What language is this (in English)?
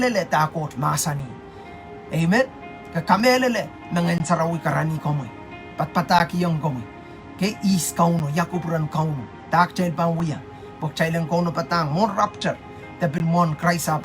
Pohnpeian